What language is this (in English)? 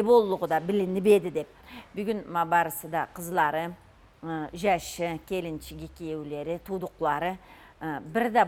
Karachay-Balkar